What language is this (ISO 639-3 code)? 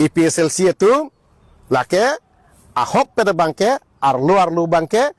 mjw